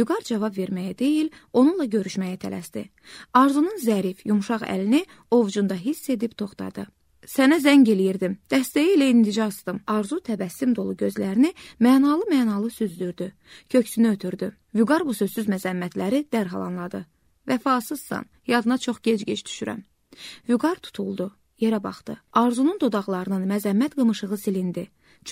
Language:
Azerbaijani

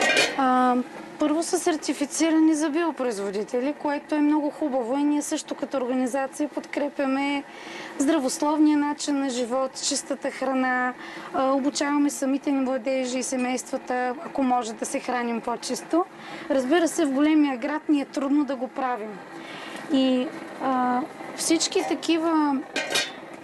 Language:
Bulgarian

